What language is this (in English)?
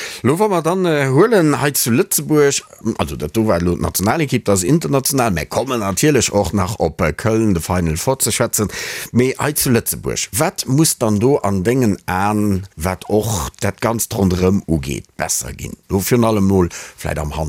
Luxembourgish